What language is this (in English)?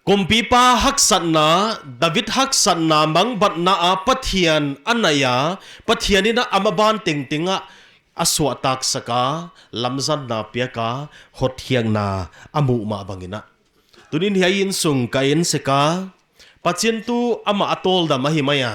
Paite Chin